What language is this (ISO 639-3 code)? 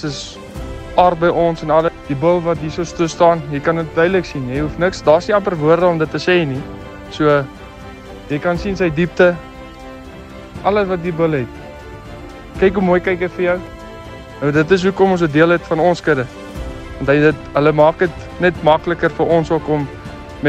afr